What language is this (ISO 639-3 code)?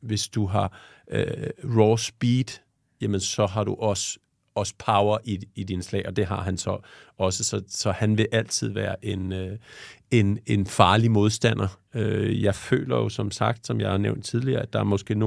dan